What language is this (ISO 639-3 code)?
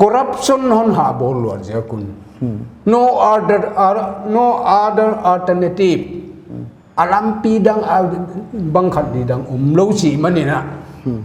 pck